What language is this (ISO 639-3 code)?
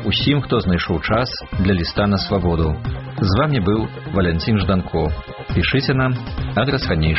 bel